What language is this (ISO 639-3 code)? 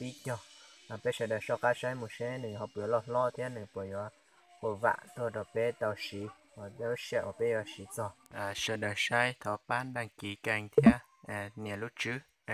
hmn